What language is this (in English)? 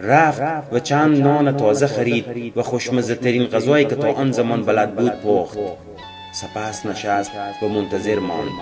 Tajik